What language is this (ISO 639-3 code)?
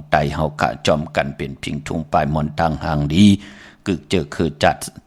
shn